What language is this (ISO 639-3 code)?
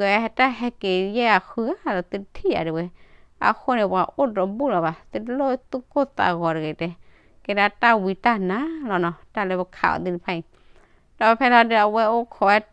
ksw